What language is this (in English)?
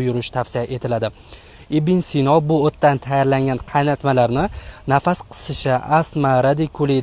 Uzbek